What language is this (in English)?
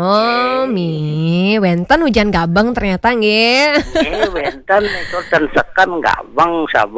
Balinese